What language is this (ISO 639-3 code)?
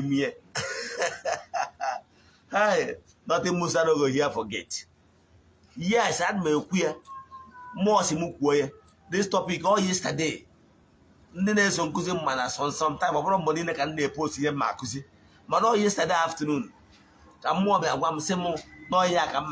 ibo